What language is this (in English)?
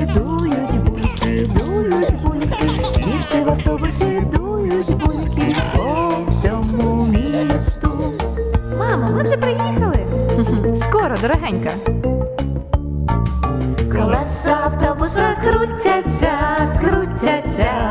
Ukrainian